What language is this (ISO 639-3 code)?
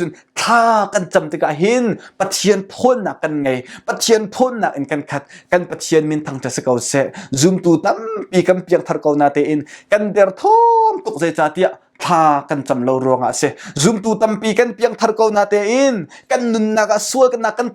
cnh